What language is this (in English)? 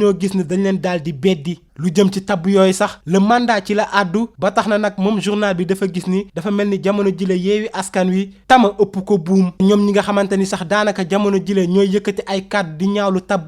Wolof